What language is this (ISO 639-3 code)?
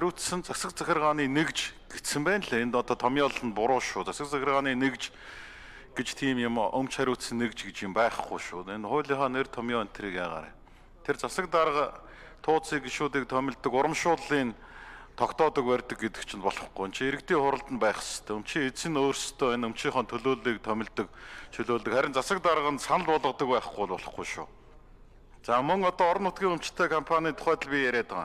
mon